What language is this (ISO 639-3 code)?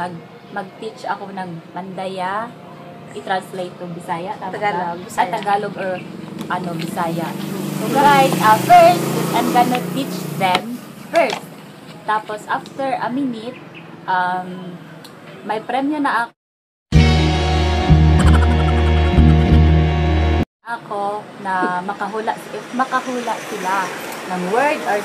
fil